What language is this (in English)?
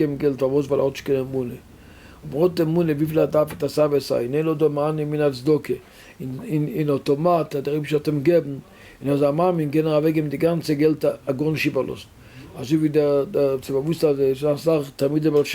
Yiddish